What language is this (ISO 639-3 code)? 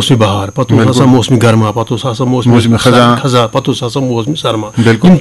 kas